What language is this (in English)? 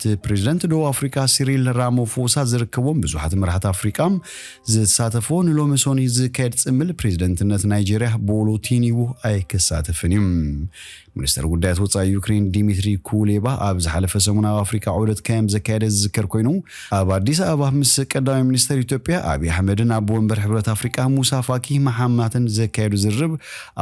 Tigrinya